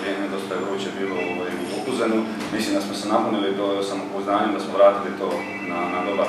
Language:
Croatian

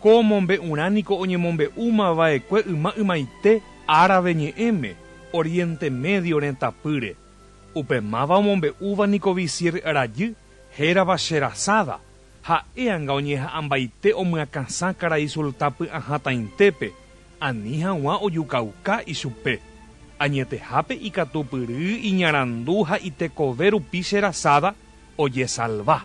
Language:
Guarani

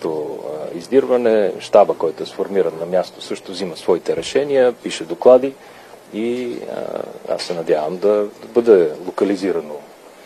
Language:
Bulgarian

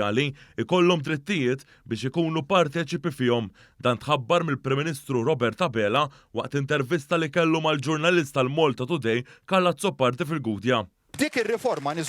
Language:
Maltese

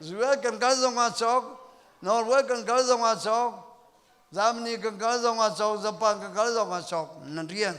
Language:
Hakha Chin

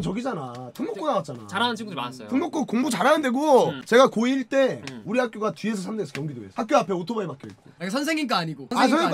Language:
Korean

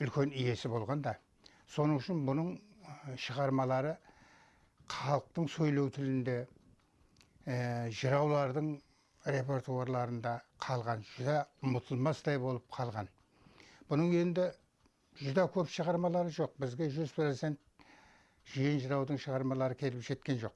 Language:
Kara-Kalpak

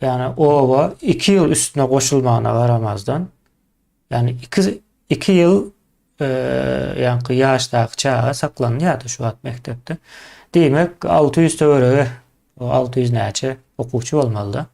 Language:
Turkmen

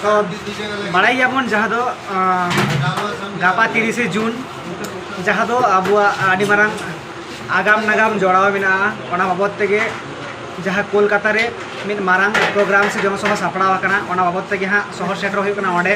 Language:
Santali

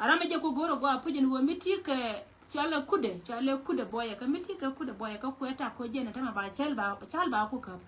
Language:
Nuer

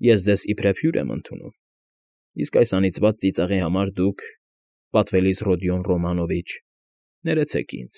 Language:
Armenian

